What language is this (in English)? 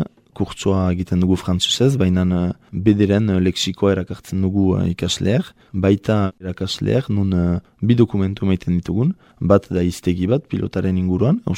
Basque